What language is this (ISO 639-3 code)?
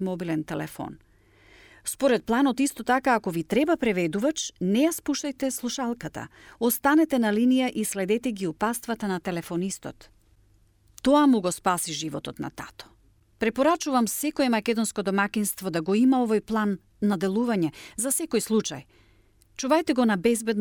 mkd